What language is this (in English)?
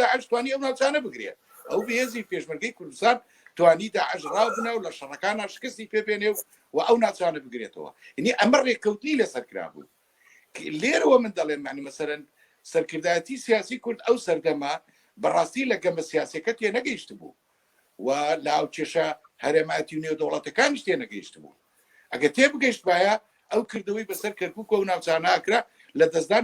Central Kurdish